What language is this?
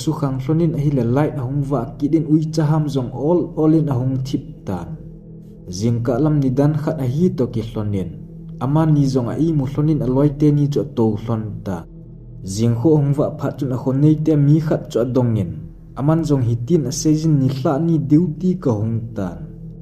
Thado Chin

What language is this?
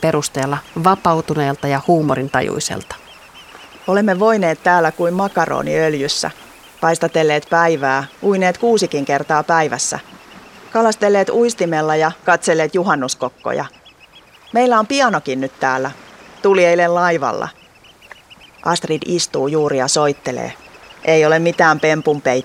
Finnish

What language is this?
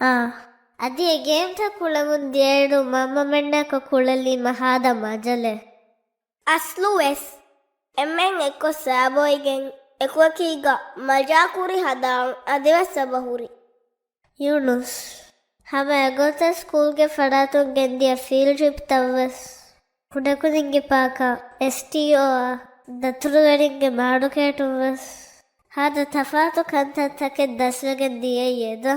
Divehi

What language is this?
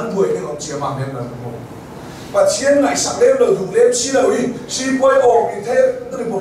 Hakha Chin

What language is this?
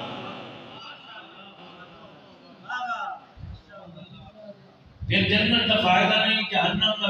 Urdu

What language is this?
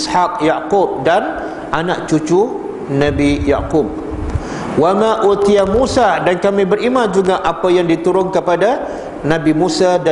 Malay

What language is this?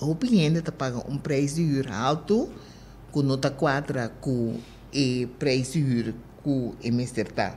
Papiamento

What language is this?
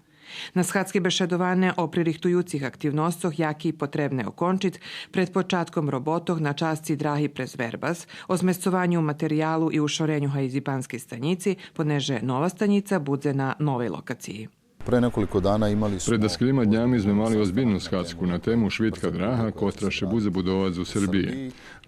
Rusyn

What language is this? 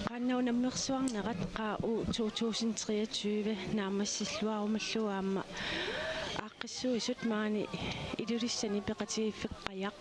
Kalaallisut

